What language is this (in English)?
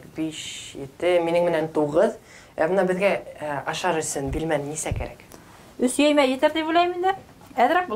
Bashkir